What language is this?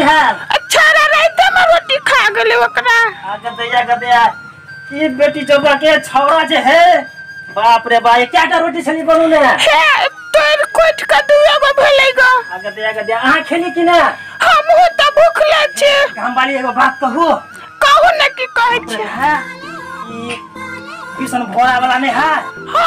Maithili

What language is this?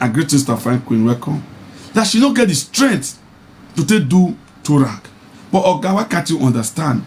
Nigerian Pidgin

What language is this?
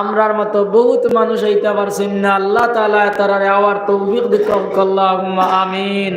Sylheti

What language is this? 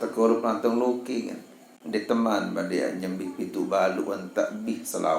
Sasak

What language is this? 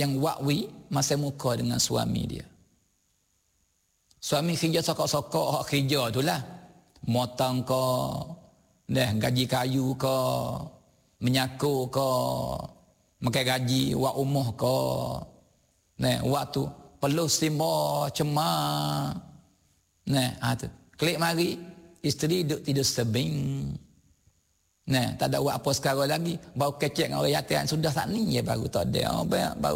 Malay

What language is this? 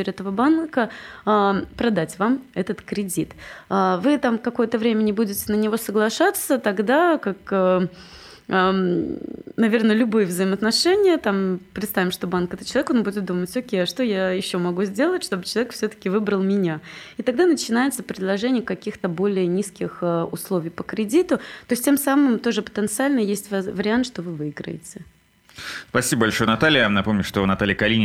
Russian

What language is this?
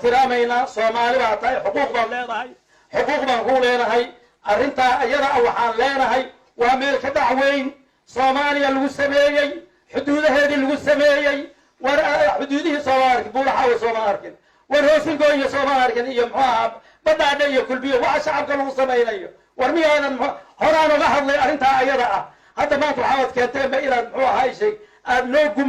Somali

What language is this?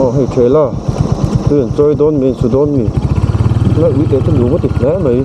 Mizo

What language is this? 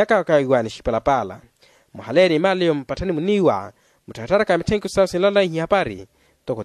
Makhuwa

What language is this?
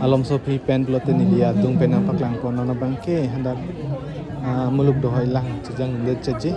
Karbi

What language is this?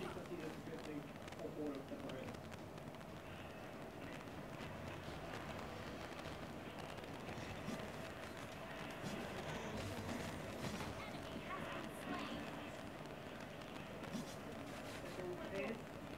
Swedish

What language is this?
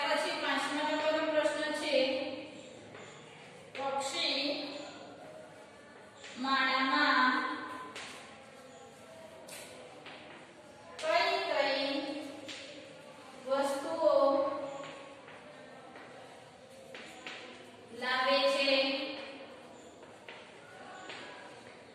Gujarati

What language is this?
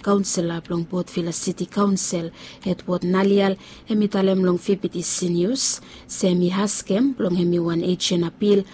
Bislama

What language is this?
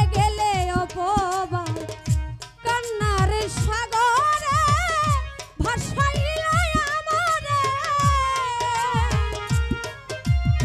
Bangla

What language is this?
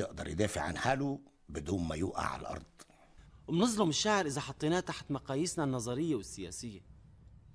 North Levantine Arabic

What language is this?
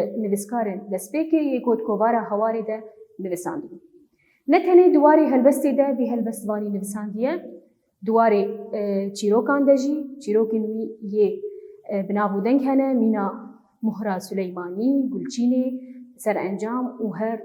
Kurdish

